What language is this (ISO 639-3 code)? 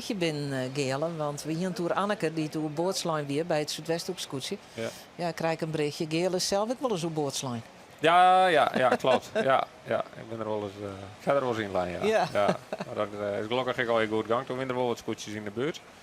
fry